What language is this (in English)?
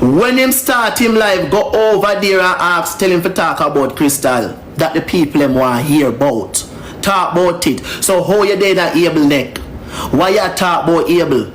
Jamaican Creole English